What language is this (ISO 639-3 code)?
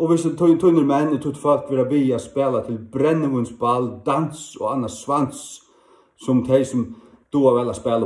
fao